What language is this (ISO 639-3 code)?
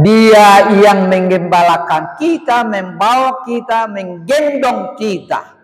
bbc